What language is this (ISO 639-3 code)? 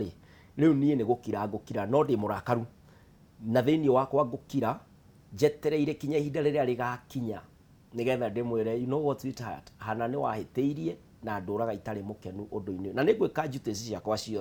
kik